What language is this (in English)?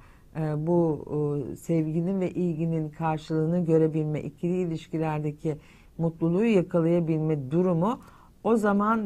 Turkish